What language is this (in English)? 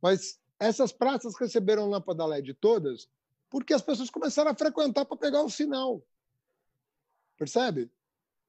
Portuguese